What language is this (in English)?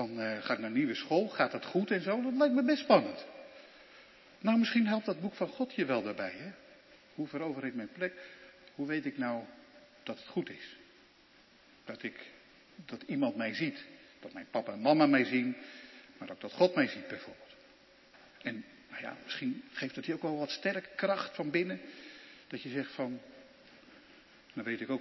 Dutch